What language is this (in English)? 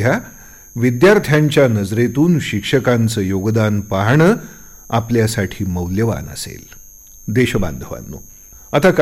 Marathi